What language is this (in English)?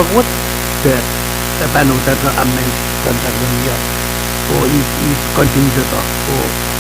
Pohnpeian